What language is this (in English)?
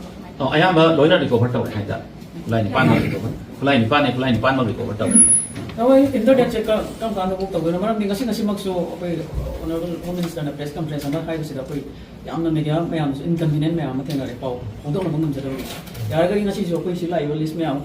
Manipuri